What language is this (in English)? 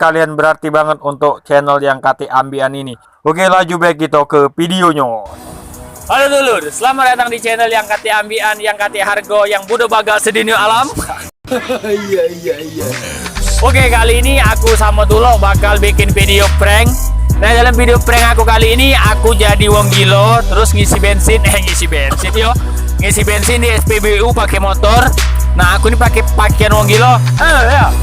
Musi